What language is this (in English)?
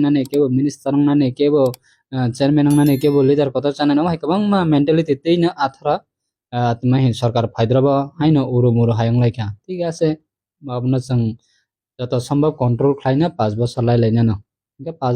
Kok Borok